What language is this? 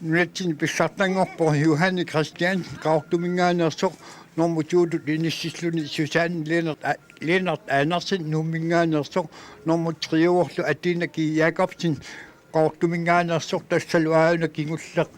Kalaallisut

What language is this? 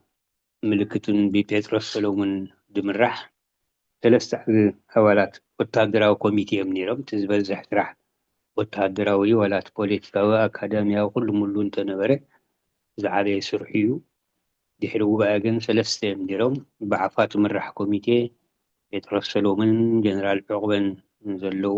Tigrinya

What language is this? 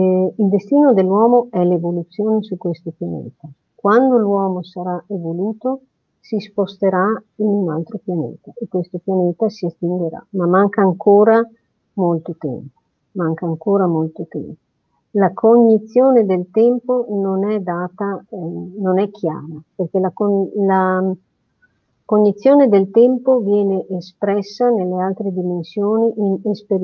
Italian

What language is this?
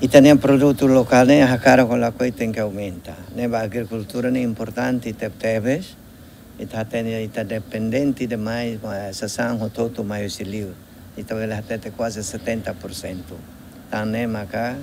Tetum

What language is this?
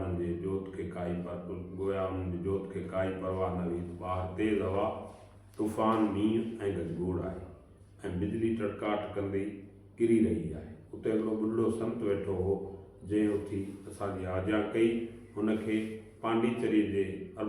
Sindhi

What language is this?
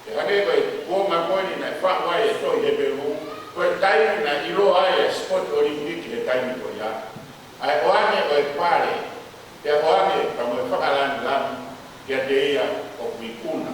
Tongan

